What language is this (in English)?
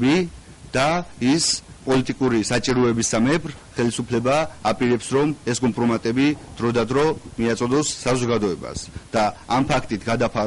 Georgian